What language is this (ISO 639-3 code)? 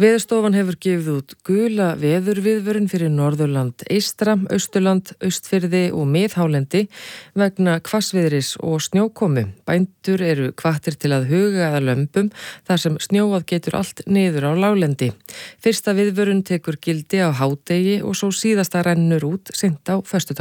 isl